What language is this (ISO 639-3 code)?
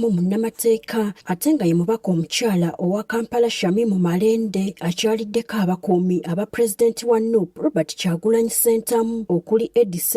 lug